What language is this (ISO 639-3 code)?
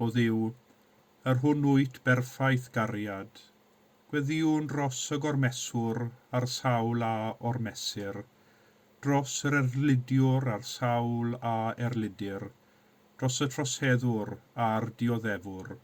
cym